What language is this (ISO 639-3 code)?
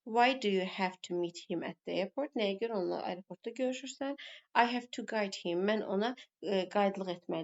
aze